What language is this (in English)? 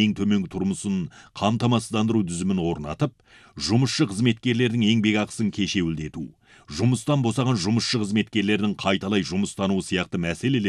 Kazakh